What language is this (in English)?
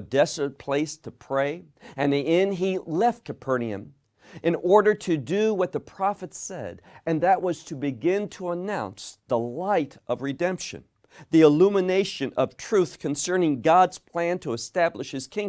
English